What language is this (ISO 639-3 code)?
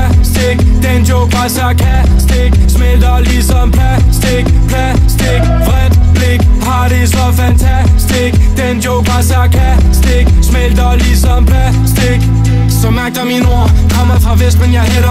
dan